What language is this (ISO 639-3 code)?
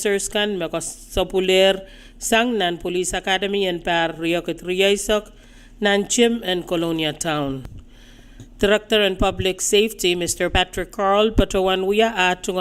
pon